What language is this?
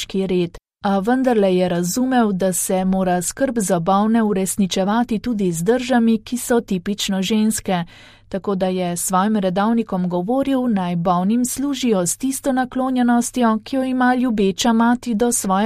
Slovenian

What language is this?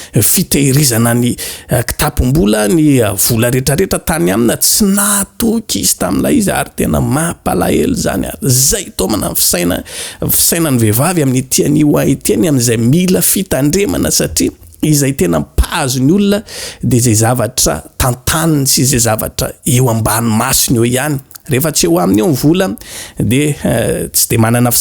Malagasy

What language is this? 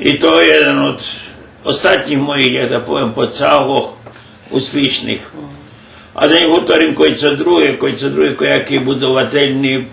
Rusyn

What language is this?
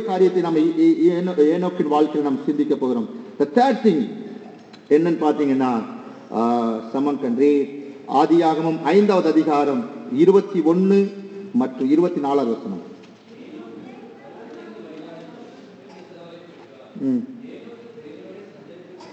Tamil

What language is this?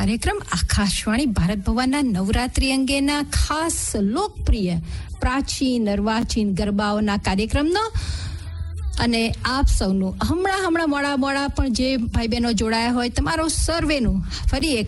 Gujarati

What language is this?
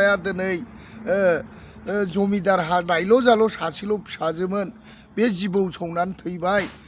Bodo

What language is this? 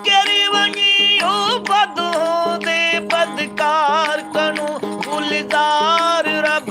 Saraiki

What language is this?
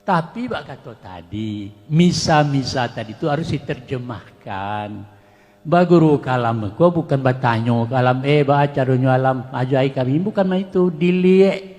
Minangkabau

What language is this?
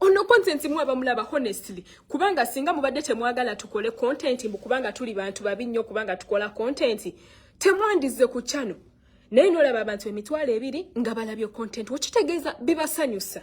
Ganda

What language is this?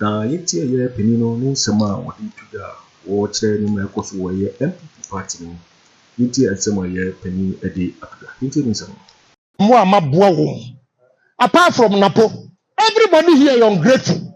Akan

